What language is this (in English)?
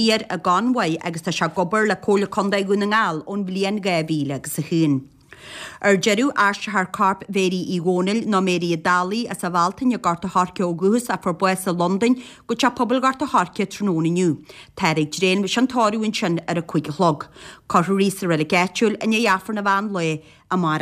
Irish